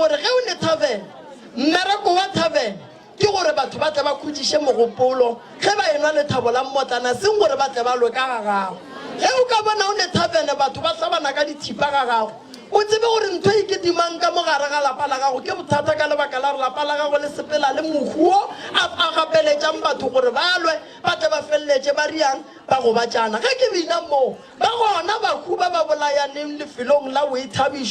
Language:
Northern Sotho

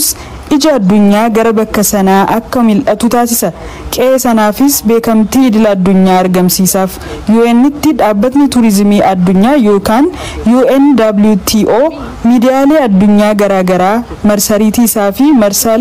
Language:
Oromo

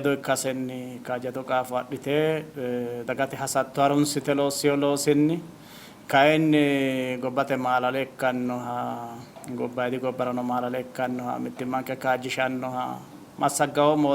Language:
Sidamo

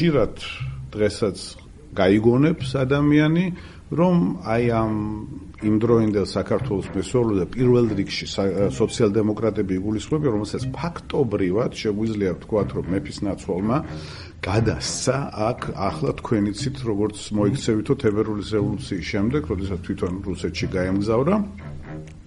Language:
Georgian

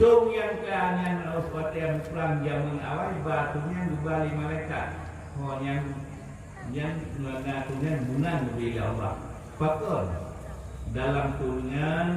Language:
Achinese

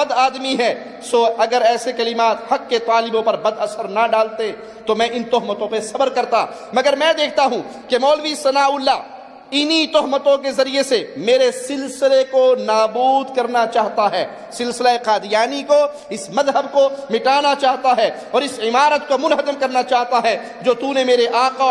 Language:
Urdu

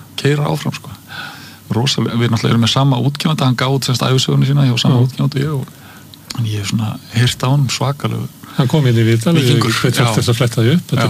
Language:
Icelandic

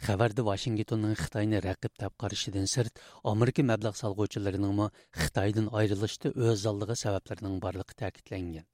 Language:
Uyghur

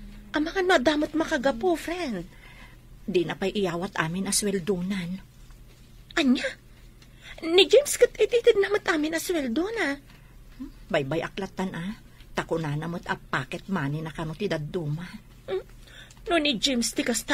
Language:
Iloko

